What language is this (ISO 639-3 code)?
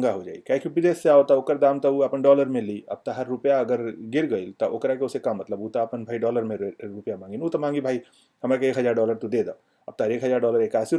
bho